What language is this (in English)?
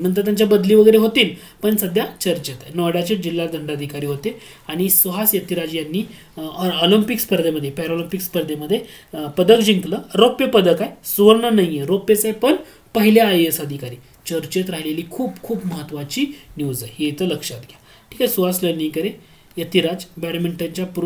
Marathi